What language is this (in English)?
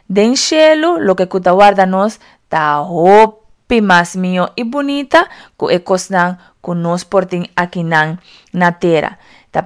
Papiamento